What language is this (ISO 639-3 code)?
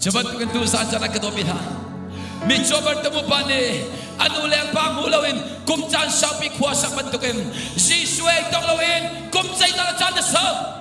cnh